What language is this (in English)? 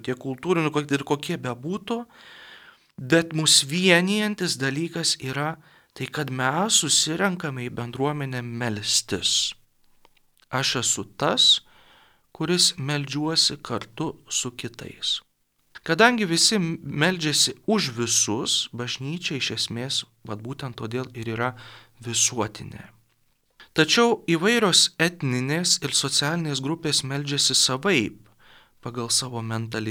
Lithuanian